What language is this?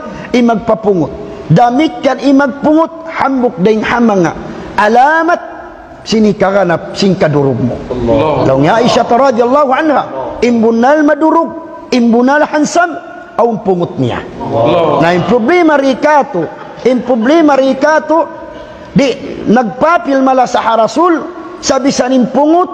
Tausug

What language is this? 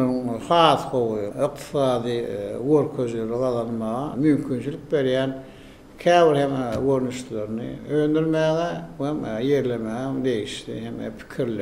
Turkmen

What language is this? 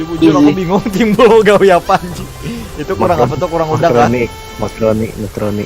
Banjar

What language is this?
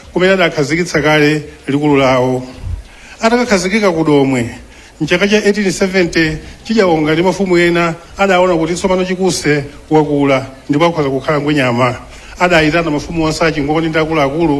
Nyanja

